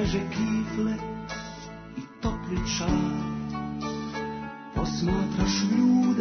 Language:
Serbian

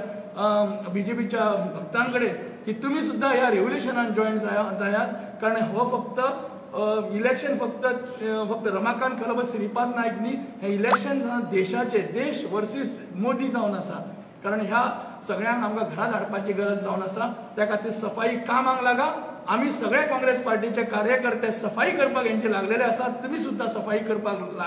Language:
Konkani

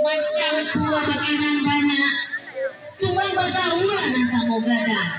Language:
Minangkabau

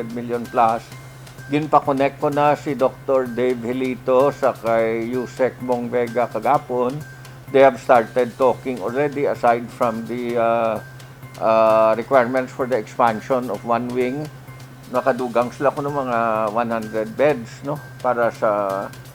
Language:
Hiligaynon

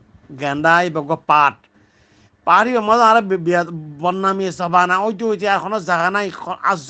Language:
Rohingya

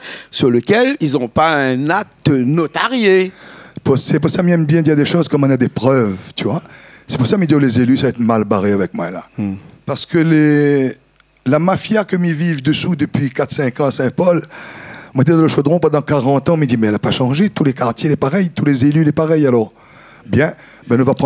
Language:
Réunion Creole French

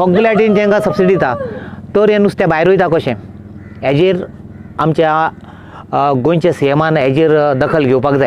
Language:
Konkani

